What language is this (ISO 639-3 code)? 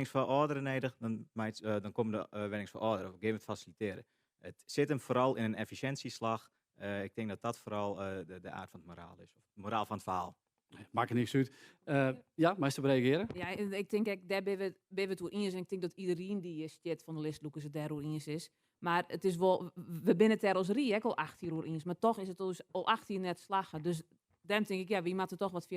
fry